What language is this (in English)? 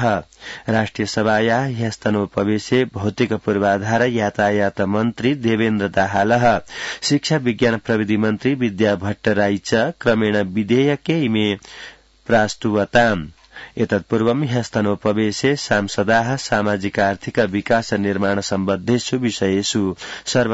Sanskrit